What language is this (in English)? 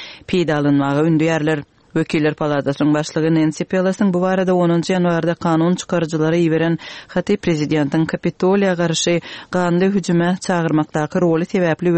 Kyrgyz